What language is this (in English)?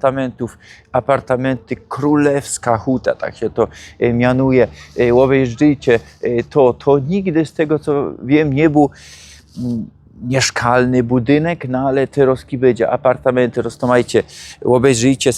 Silesian